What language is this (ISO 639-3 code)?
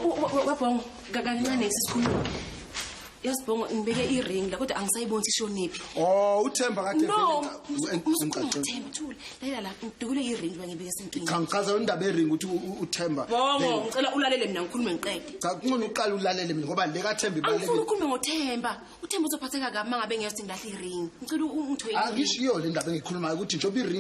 zul